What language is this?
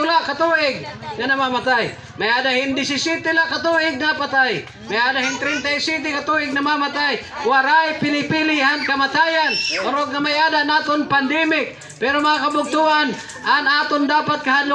Waray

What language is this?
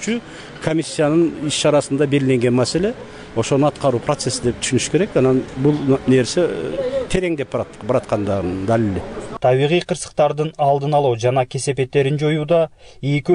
Kyrgyz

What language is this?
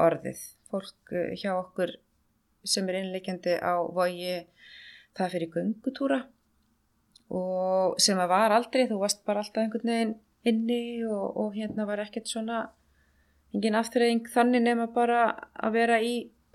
Icelandic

